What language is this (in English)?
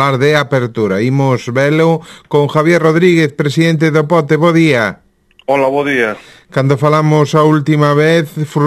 Galician